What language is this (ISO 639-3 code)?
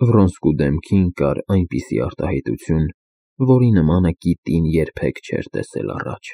hye